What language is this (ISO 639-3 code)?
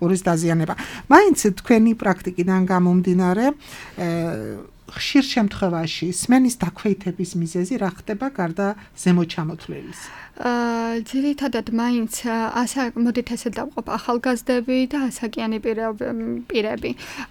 kat